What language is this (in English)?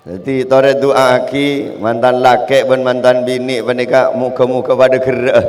Madurese